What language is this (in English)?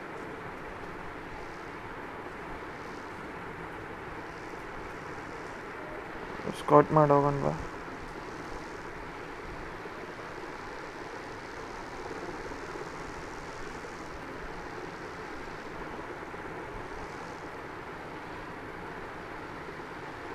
Kannada